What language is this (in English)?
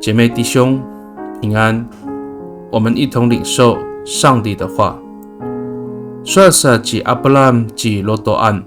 Amis